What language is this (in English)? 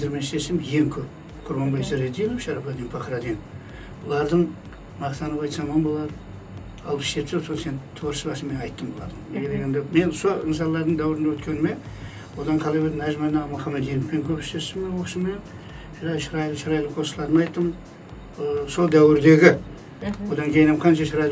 Kara-Kalpak